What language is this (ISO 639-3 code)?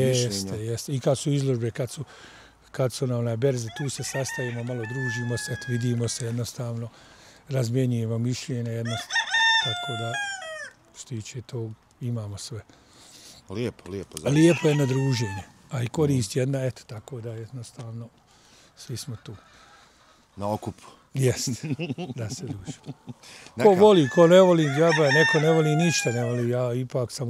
bos